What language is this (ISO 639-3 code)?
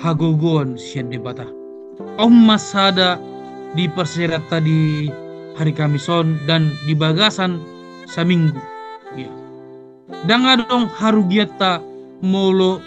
bbc